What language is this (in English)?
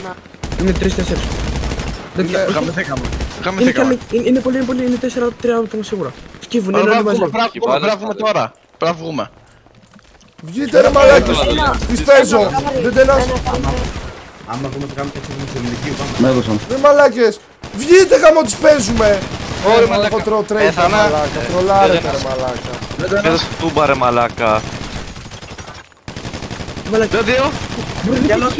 Greek